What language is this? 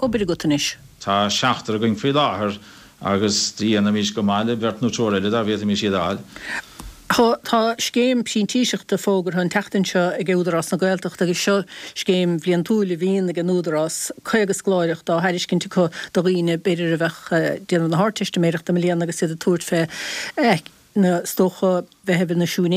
Irish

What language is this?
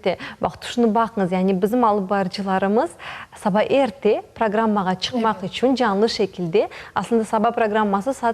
Crimean Tatar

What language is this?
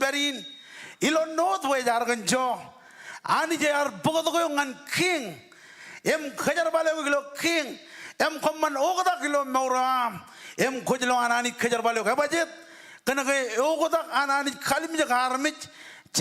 Marshallese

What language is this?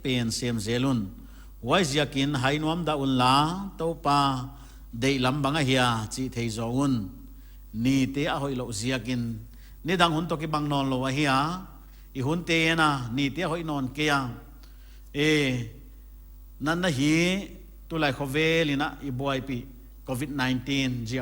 Paite Chin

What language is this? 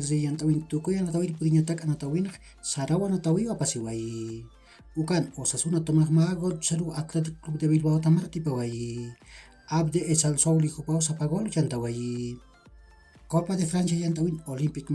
Aymara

